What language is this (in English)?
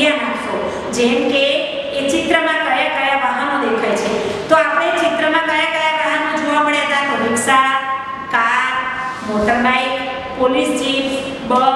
Gujarati